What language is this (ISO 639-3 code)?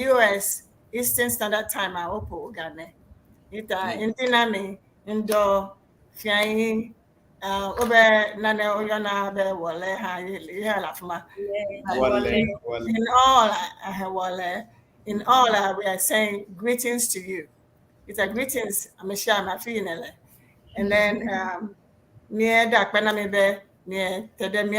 ewe